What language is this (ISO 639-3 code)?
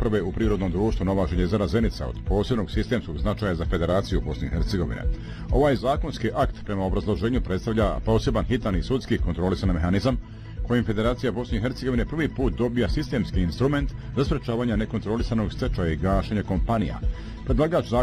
bos